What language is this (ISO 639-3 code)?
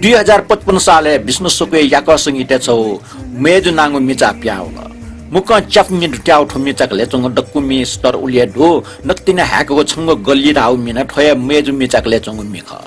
new